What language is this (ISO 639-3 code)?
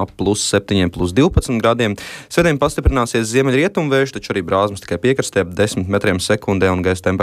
lav